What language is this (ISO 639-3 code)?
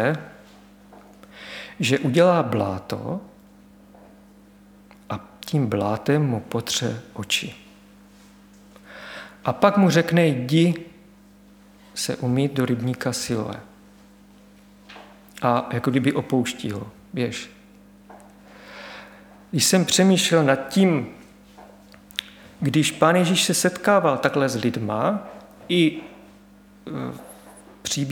ces